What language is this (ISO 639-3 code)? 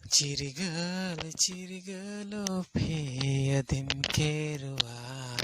sat